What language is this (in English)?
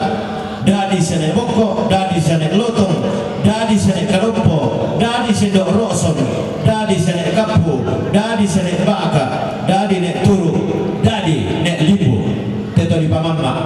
Toraja-Sa'dan